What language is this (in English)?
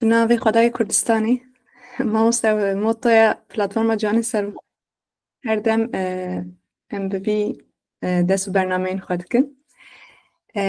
Kurdish